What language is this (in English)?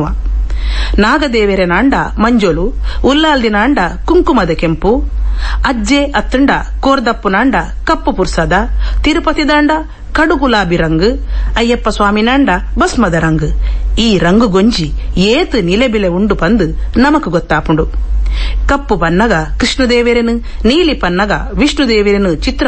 Tulu